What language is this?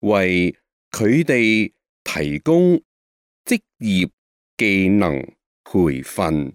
Cantonese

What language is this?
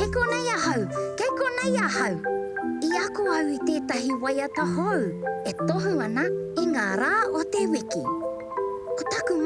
Māori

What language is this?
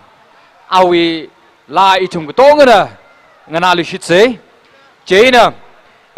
Tangkhul Naga (India)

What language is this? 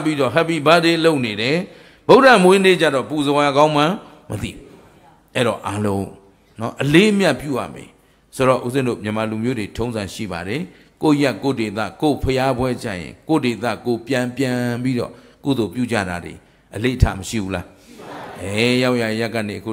Burmese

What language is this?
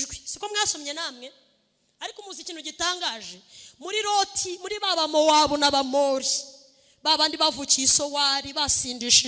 Kinyarwanda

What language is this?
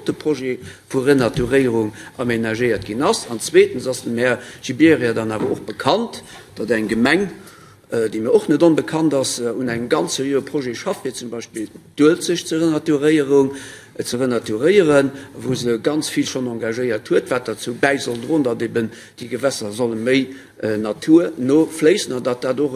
Luxembourgish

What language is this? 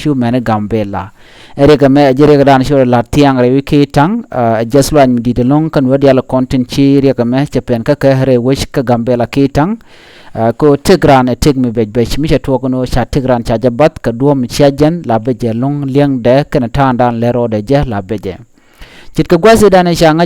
Nuer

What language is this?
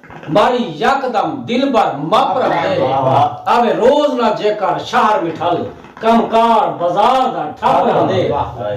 Saraiki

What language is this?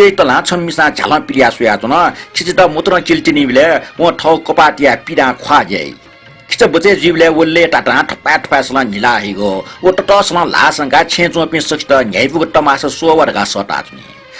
Newari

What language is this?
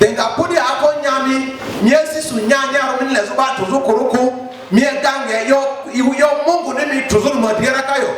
Lugbara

